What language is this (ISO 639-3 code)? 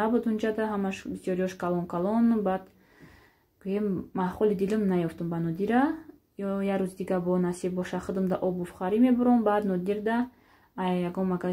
tgk